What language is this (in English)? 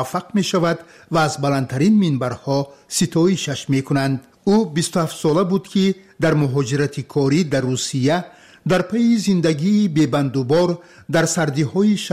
Tajik